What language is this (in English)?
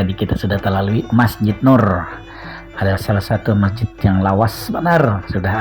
Banjar